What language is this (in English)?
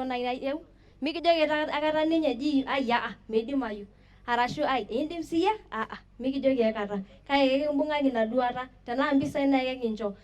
Masai